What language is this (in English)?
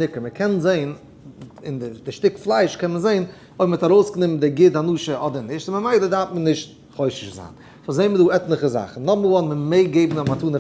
Yiddish